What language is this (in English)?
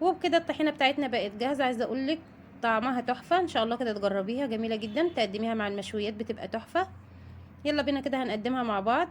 Egyptian Arabic